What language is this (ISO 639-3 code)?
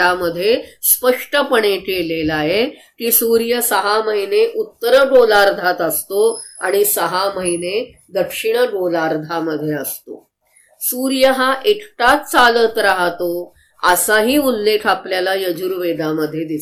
mar